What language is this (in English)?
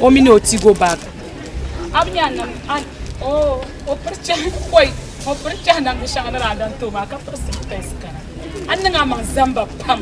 Dagbani